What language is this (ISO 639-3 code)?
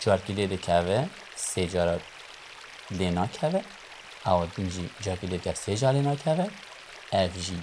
kur